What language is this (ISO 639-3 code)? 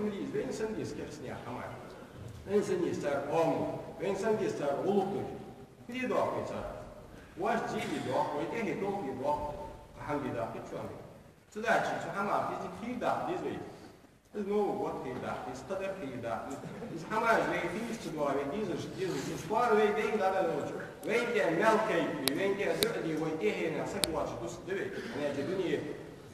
inh